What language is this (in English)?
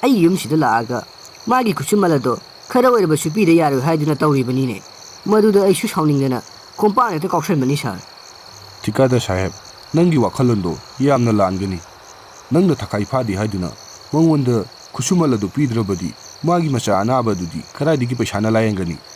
Manipuri